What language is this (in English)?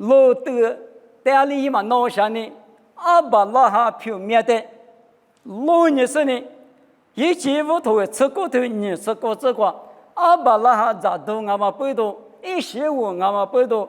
Lisu